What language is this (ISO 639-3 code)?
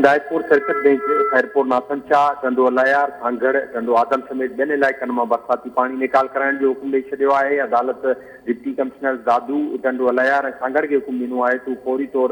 snd